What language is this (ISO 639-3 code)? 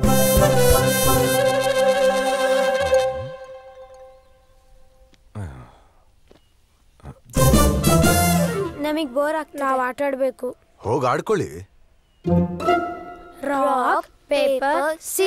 kan